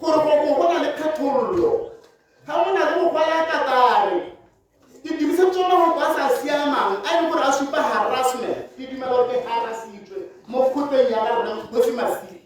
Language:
Tswana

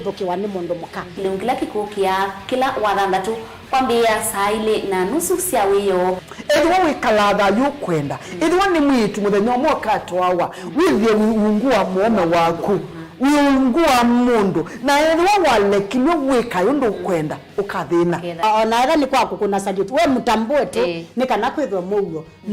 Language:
Kamba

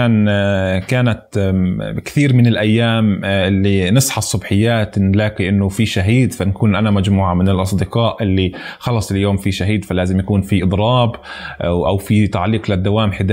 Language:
North Levantine Arabic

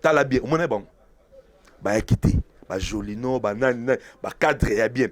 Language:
Lingala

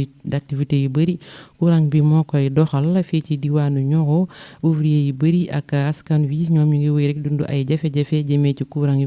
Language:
Wolof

